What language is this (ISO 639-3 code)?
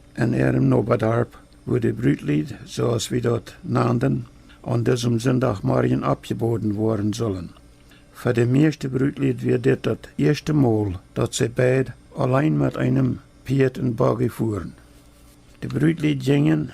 pdt